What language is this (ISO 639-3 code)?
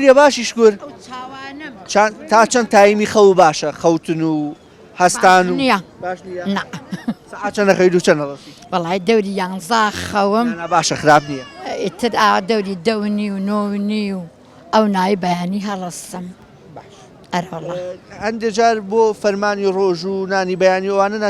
ckb